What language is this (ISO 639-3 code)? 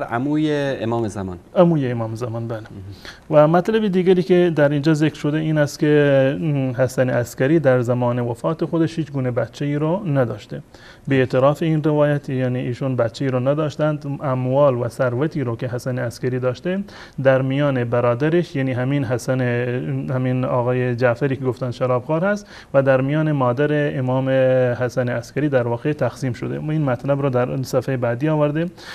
fas